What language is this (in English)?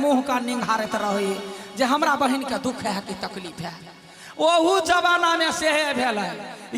Maithili